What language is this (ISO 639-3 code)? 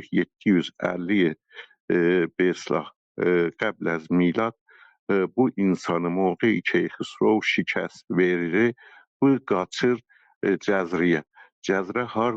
azb